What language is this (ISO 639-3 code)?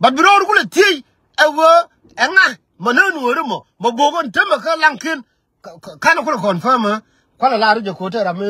nus